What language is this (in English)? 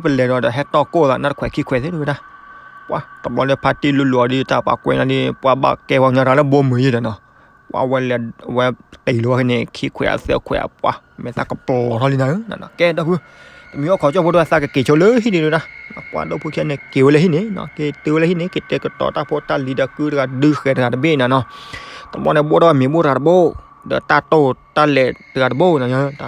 S'gaw Karen